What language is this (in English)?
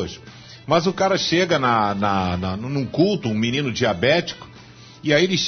Portuguese